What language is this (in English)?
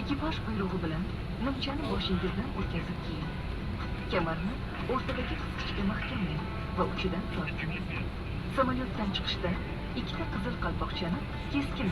Uzbek